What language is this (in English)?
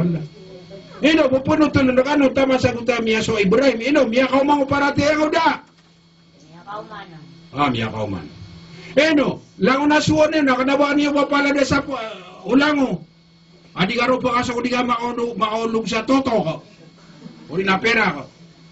Maranao